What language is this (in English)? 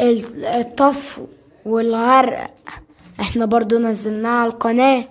Egyptian Arabic